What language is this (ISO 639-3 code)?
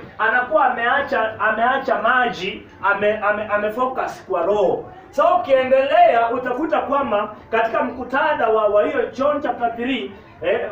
swa